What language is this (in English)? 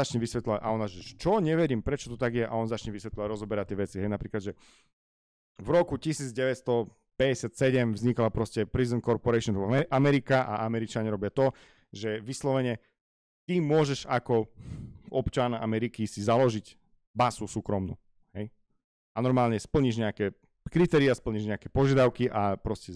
Slovak